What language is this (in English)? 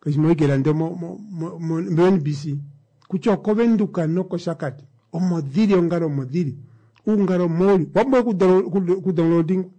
Kuanyama